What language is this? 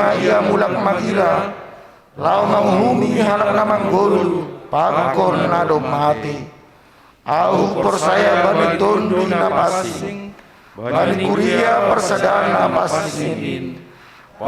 Batak Simalungun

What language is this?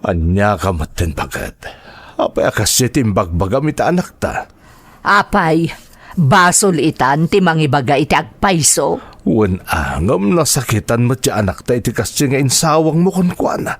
Iloko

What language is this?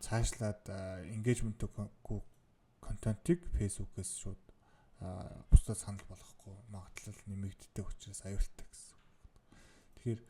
Mongolian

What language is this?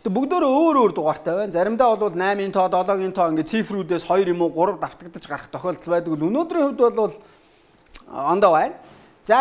Mongolian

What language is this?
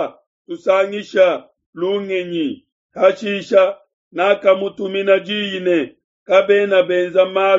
Luba-Lulua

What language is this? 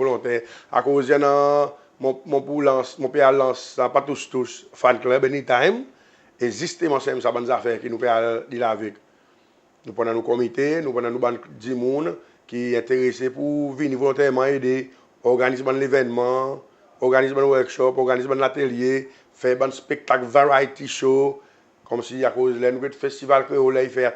Seselwa Creole French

